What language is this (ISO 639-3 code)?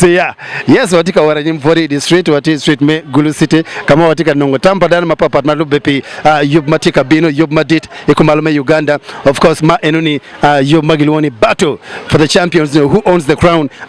ach